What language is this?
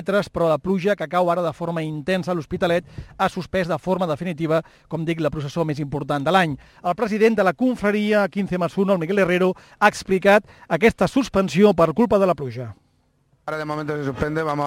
Catalan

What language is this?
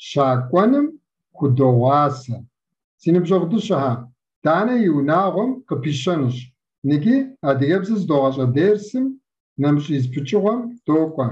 Kabardian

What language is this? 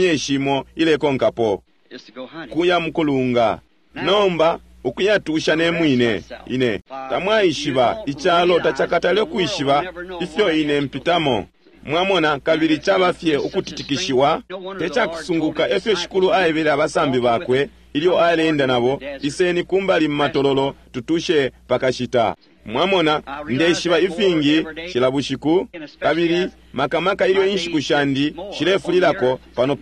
Bemba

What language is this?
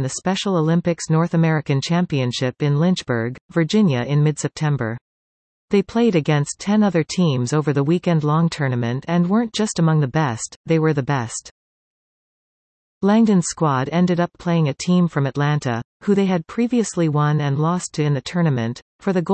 English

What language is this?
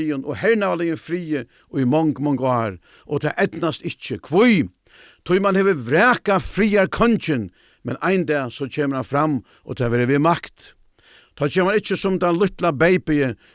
Faroese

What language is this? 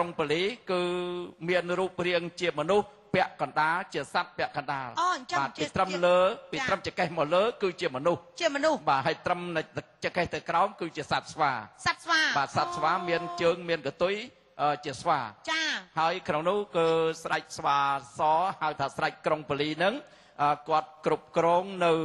Khmer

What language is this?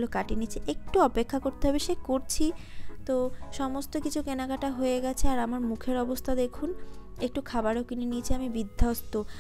Bangla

